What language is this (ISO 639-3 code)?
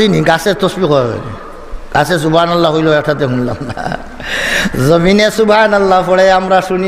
syl